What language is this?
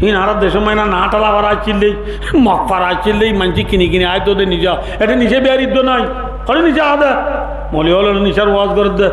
Rohingya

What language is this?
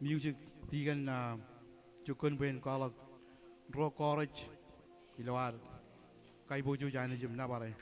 Marshallese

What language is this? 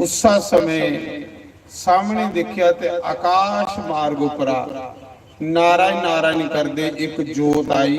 Dogri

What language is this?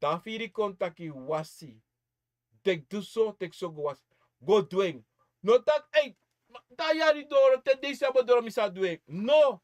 Sranan Tongo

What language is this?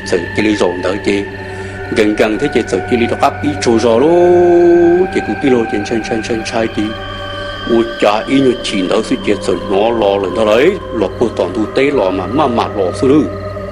Hmong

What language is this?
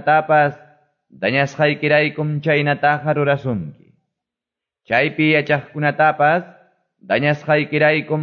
Quechua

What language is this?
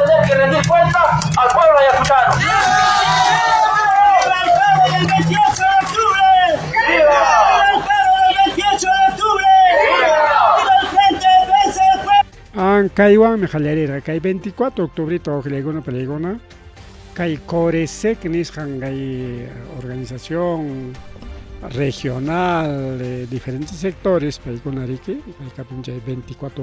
Ayacucho Quechua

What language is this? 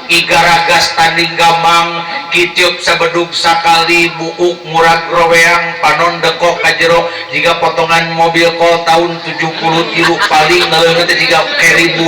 Sundanese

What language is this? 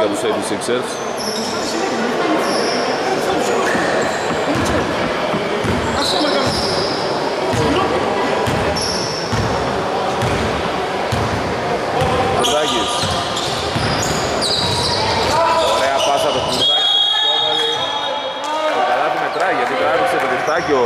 Greek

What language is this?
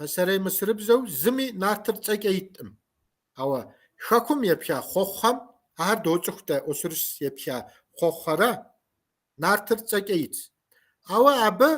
Kabardian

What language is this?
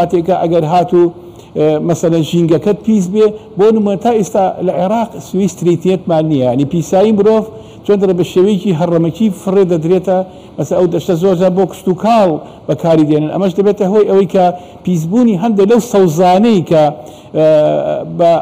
Central Kurdish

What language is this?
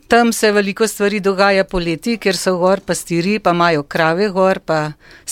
Slovenian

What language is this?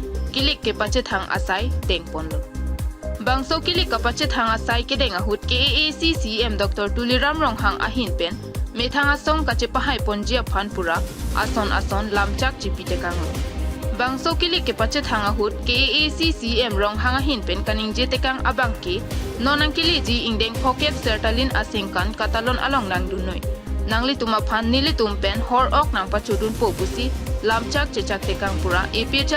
Karbi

